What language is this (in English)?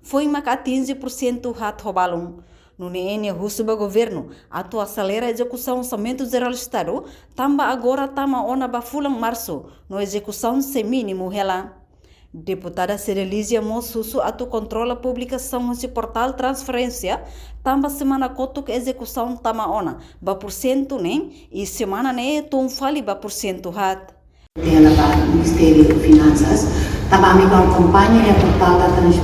Tetum